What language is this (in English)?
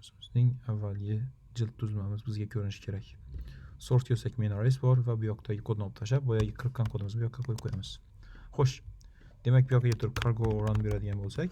Uzbek